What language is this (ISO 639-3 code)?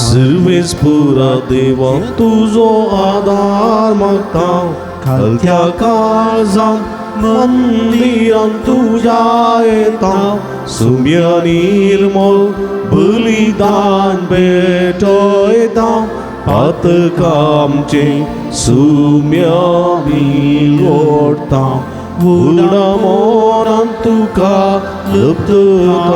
kok